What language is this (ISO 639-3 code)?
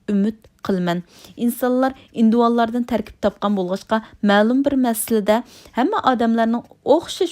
uig